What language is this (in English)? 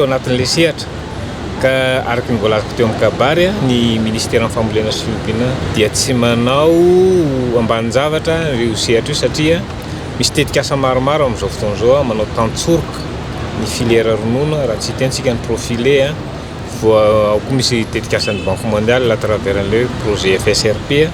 Malagasy